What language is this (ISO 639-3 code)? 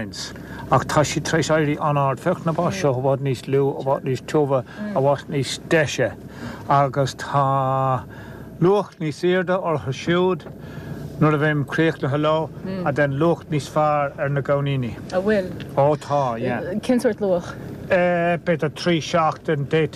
gle